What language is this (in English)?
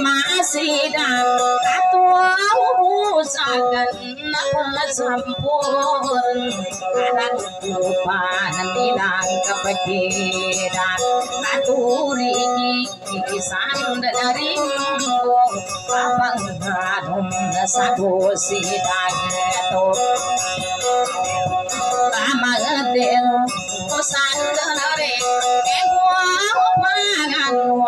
Indonesian